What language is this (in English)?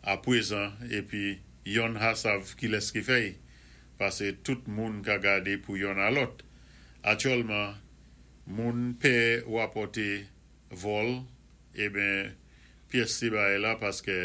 Saint Lucian Creole French